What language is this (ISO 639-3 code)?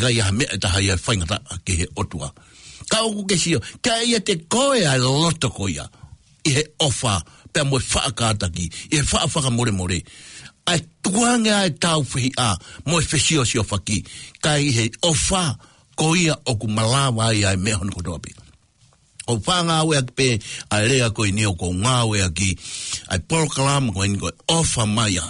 ton